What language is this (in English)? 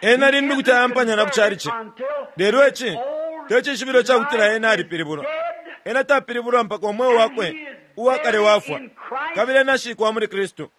Bemba